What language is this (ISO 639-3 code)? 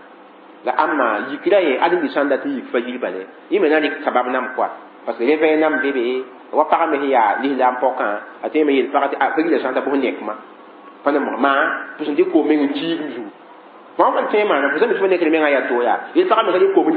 mos